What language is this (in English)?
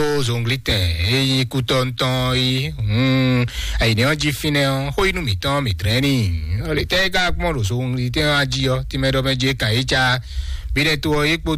Fon